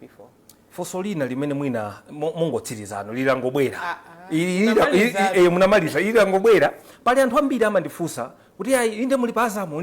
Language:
Nyanja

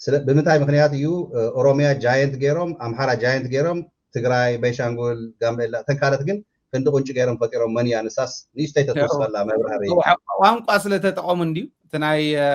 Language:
Tigrinya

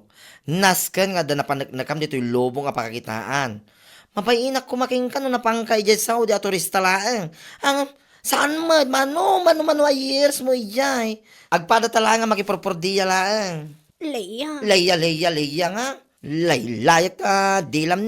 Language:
Iloko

